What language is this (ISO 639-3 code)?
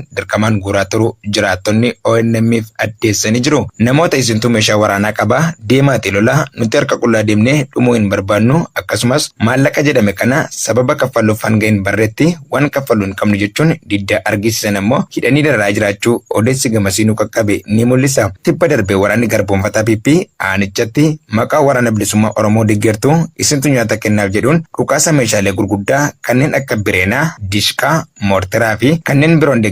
orm